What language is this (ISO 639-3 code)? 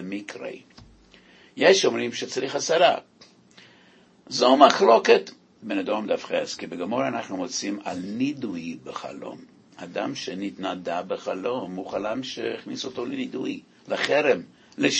heb